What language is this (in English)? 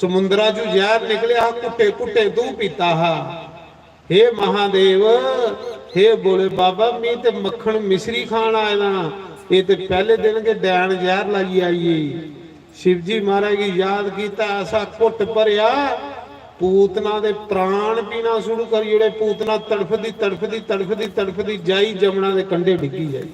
Dogri